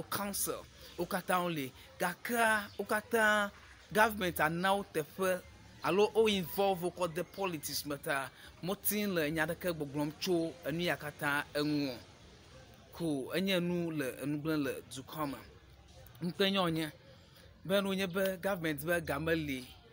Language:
Ewe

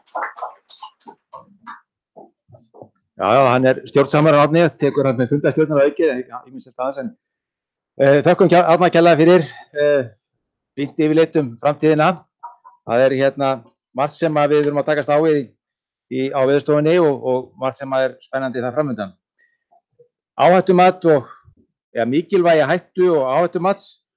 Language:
Icelandic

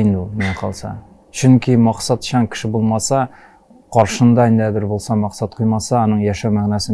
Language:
Tatar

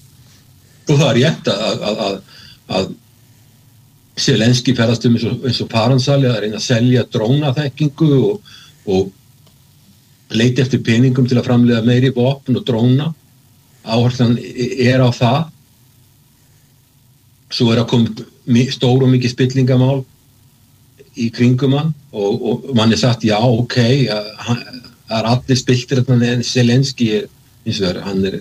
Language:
Icelandic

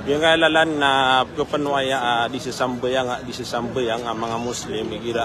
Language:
Maranao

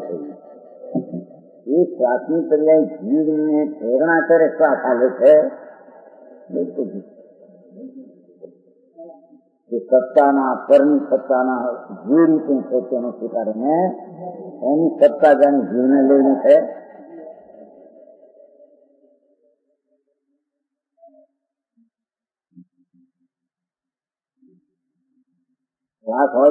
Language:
Gujarati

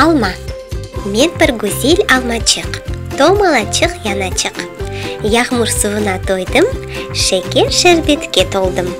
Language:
Crimean Tatar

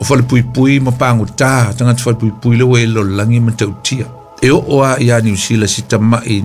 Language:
Samoan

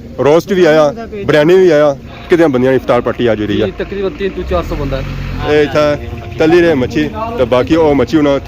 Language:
Pahari-Potwari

